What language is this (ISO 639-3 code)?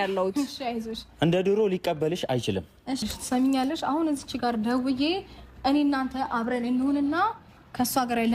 amh